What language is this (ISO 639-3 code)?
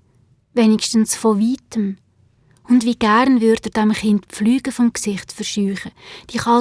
gsw